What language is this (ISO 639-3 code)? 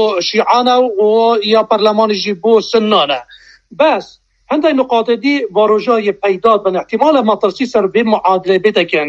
kur